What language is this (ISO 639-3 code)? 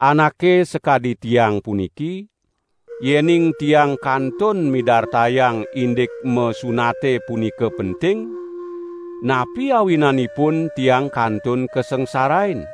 ban